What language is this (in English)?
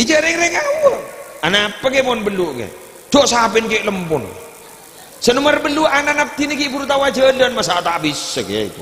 Madurese